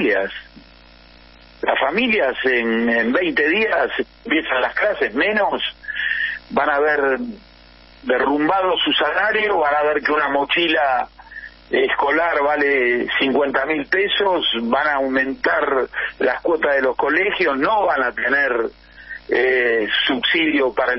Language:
Spanish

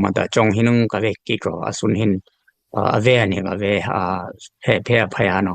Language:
Dimasa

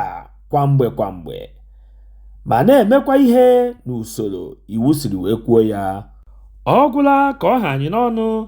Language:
Igbo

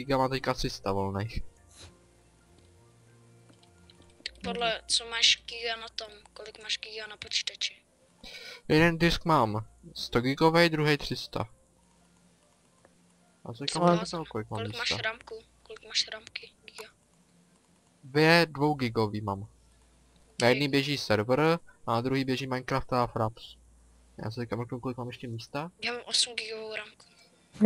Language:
Czech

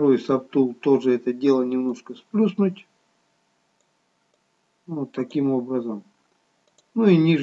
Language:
Russian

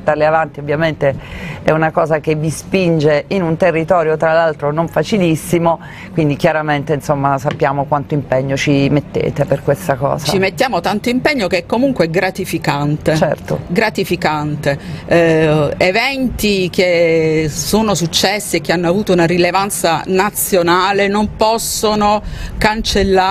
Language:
Italian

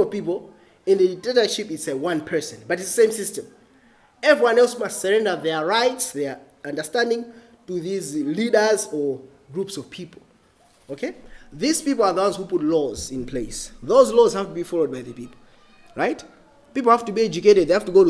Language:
English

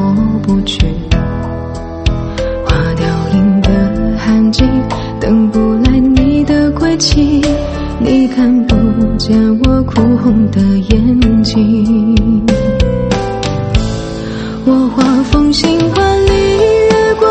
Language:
Chinese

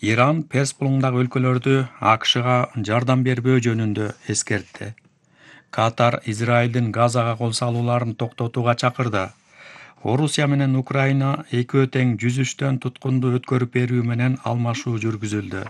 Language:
Kyrgyz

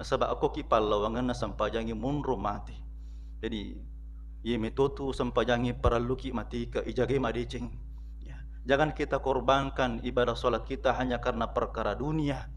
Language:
Buginese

